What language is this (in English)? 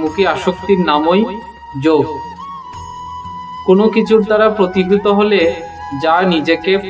Bangla